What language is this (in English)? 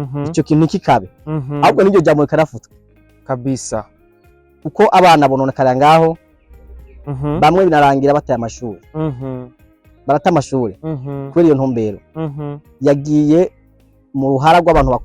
Rundi